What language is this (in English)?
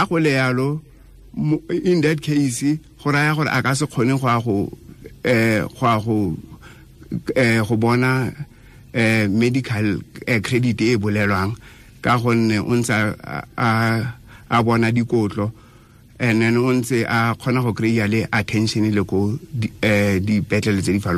Tswana